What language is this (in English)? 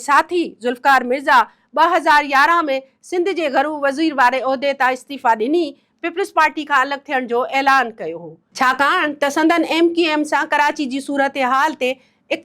Sindhi